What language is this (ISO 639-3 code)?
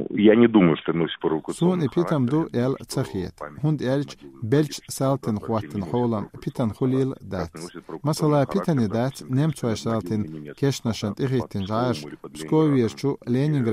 che